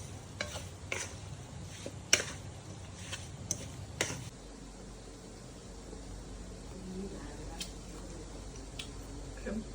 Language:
Lao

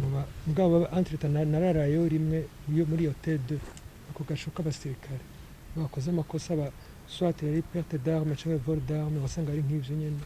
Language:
Rundi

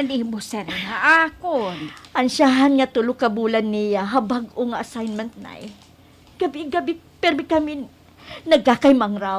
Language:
Waray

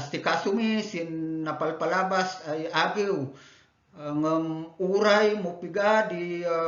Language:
Kankanaey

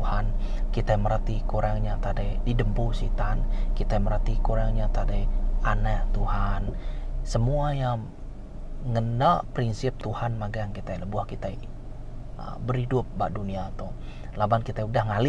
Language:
Iban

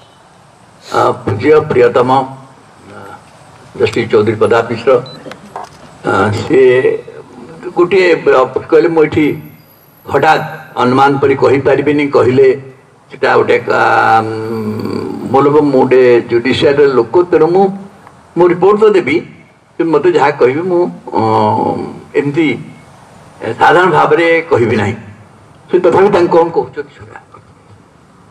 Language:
Odia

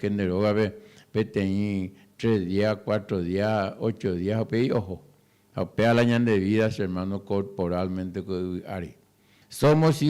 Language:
Guarani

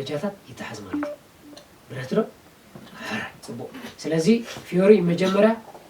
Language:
Tigrinya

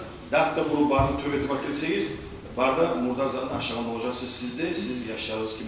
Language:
Kumyk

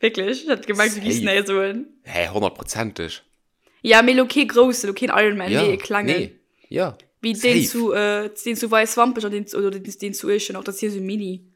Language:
Luxembourgish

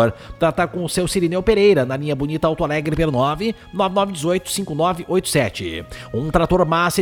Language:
Portuguese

